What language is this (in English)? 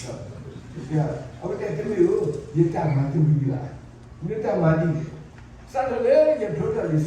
S'gaw Karen